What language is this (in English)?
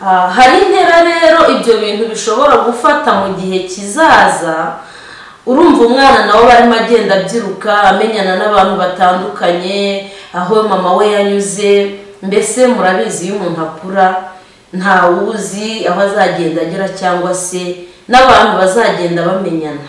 Kinyarwanda